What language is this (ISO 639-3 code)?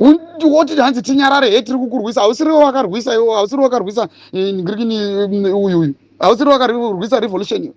sna